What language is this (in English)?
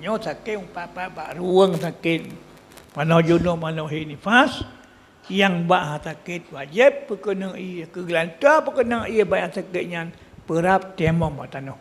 Achinese